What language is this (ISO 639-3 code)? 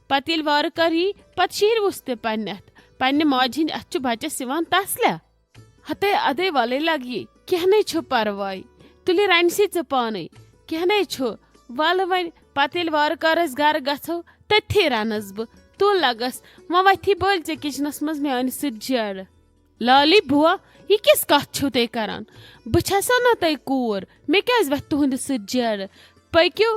kas